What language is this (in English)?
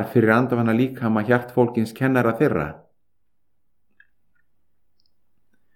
Icelandic